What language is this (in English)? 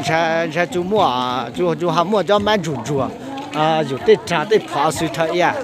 Hmong